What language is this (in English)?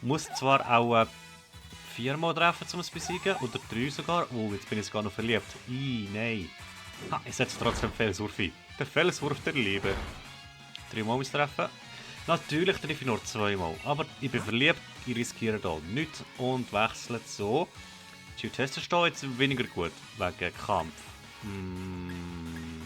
Swiss German